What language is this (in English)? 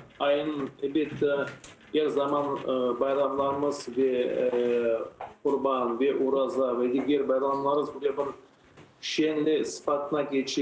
Crimean Tatar